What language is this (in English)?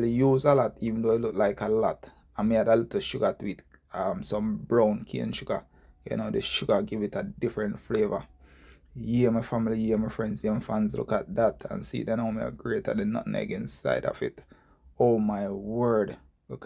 Jamaican Creole English